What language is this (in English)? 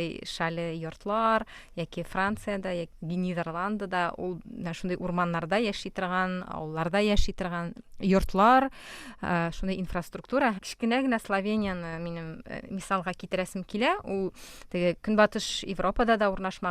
Tatar